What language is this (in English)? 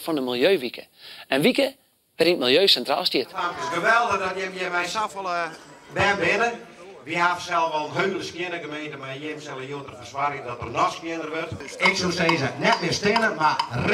Western Frisian